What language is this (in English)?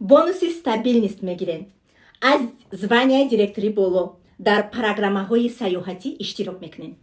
Tajik